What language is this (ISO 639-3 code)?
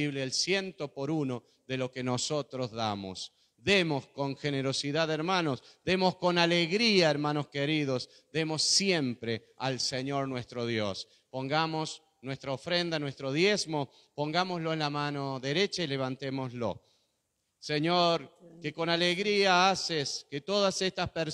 spa